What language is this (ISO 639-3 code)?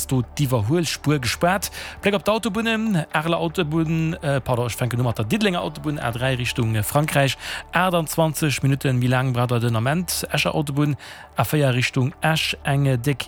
ltz